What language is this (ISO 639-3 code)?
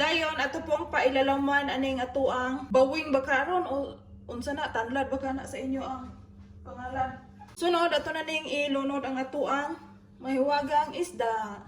ceb